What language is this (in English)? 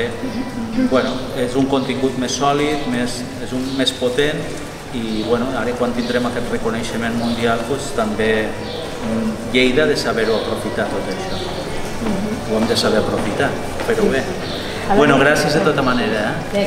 Catalan